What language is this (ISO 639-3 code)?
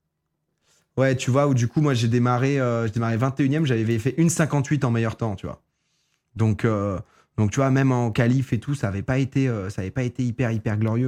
fra